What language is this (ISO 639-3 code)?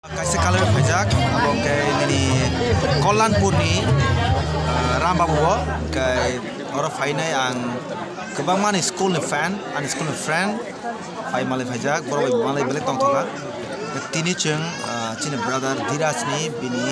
trp